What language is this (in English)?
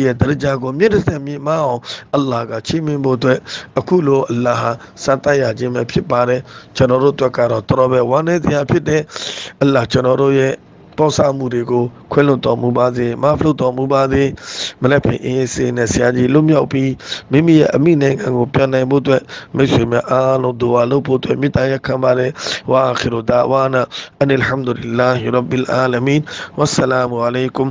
Burmese